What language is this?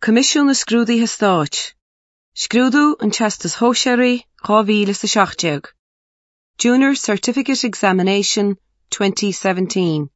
Irish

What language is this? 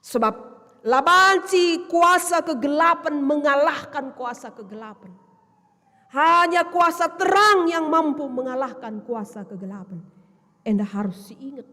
Batak Karo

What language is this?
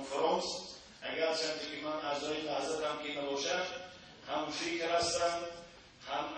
Tajik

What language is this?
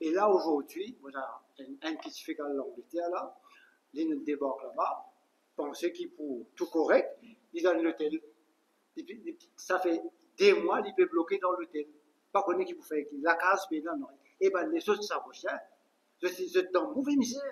Morisyen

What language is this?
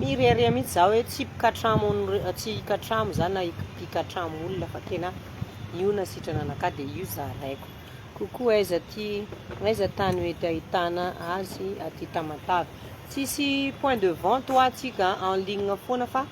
Malagasy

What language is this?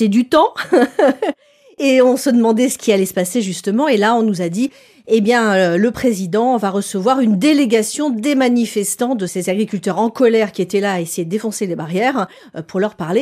French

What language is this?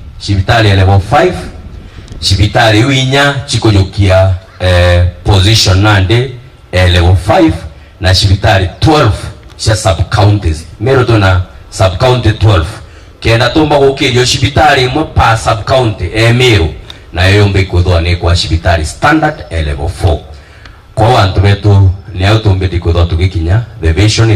Meru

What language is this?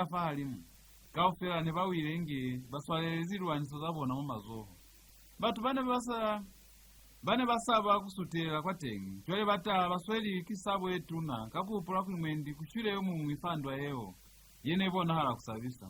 Lozi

